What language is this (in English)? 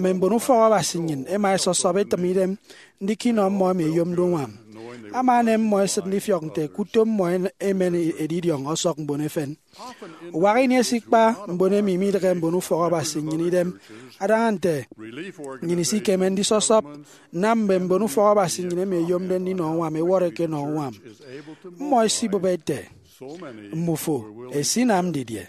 Efik